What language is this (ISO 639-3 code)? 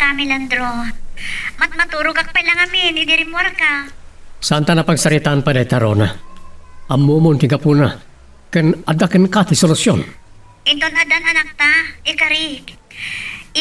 ilo